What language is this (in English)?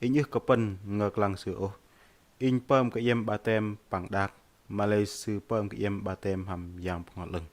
Bahnar